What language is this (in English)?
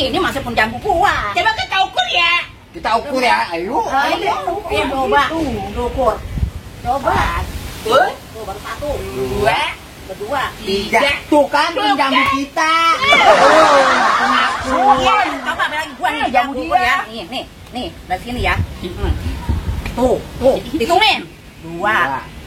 Betawi